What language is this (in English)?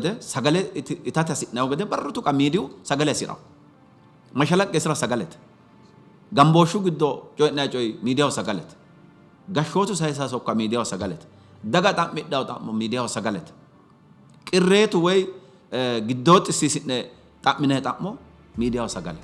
Sidamo